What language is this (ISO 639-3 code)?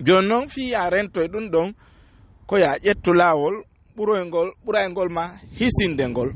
ful